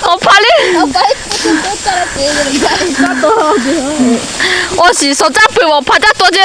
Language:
Lahu Shi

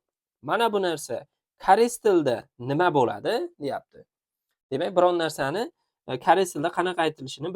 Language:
Uzbek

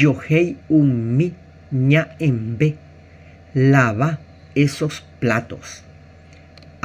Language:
Guarani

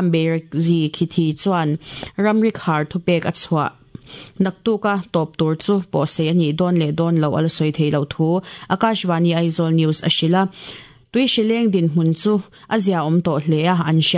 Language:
Mizo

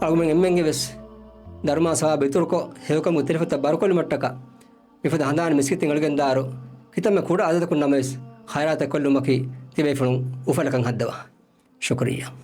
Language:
Divehi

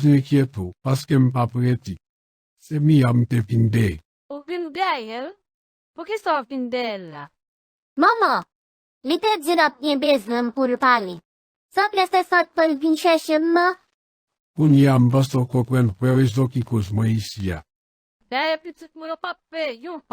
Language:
Haitian Creole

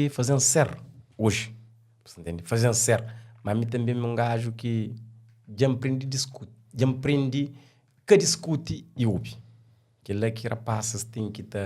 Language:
Kabuverdianu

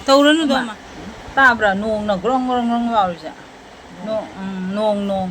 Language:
Manipuri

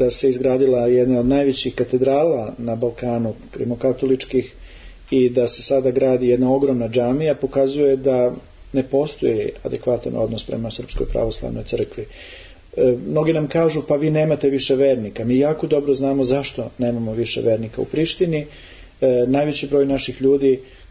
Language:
Serbian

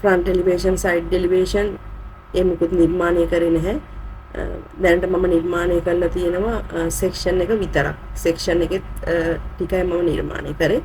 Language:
Sinhala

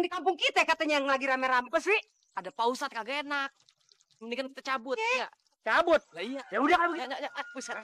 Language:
Betawi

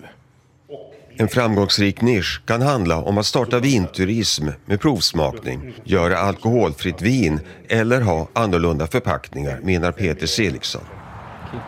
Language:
Swedish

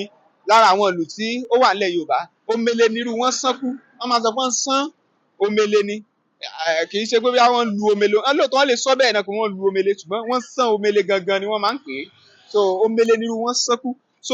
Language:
Yoruba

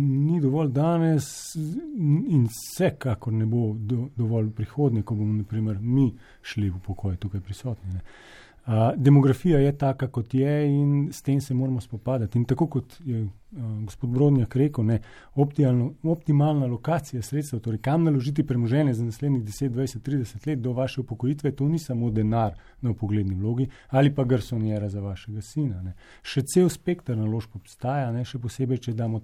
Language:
Slovenian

